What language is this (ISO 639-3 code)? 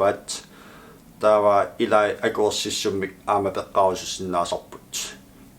kal